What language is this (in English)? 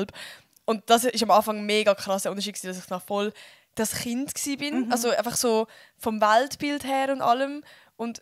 Swiss German